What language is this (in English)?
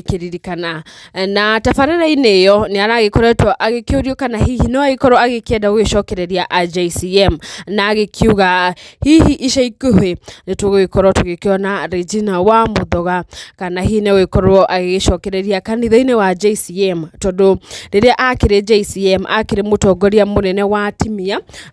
Kikuyu